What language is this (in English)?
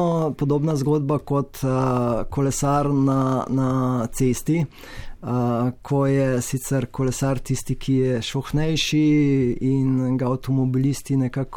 Slovenian